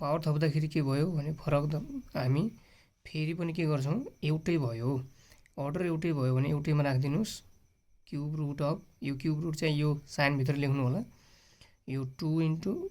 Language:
Nepali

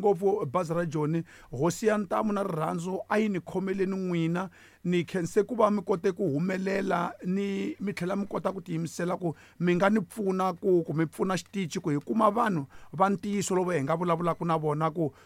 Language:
Tsonga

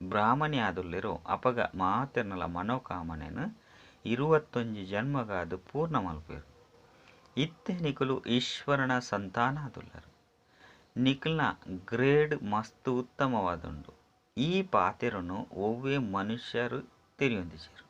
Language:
Tulu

